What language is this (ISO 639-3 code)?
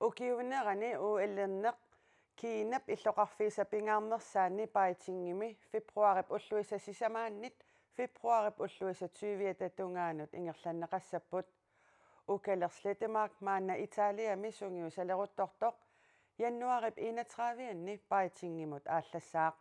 kal